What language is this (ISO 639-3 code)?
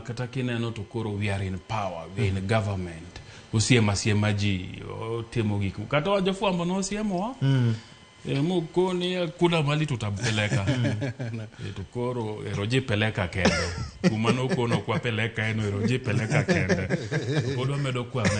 luo